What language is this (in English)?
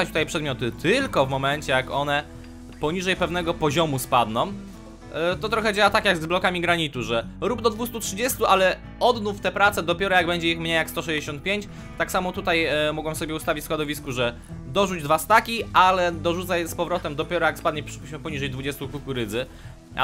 Polish